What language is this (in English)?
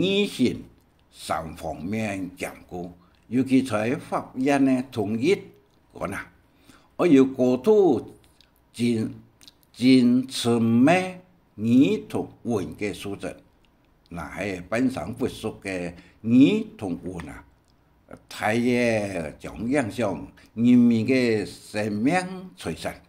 Hakka Chinese